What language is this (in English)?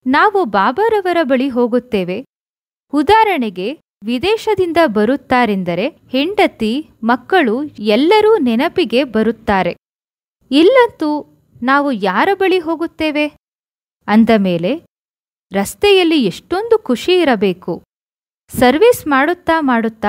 Kannada